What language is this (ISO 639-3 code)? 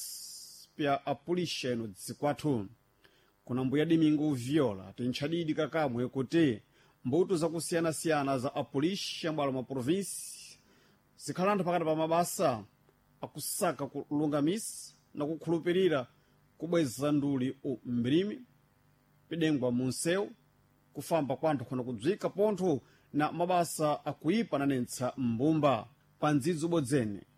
seh